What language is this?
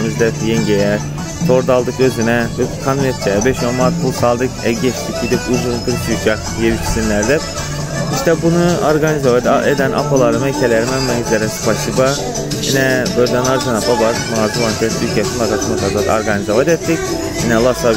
Turkmen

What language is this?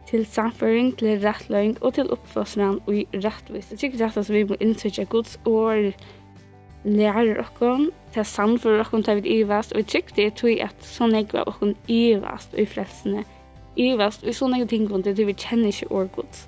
Faroese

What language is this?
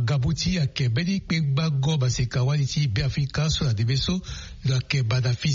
Sango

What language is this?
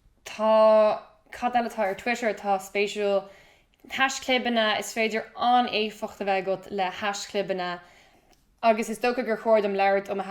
Irish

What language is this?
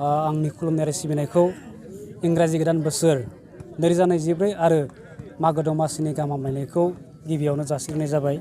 Bodo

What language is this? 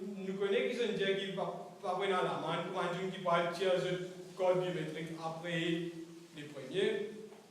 Morisyen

